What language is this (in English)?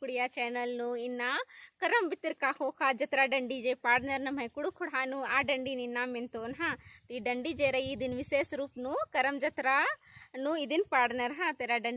Kurukh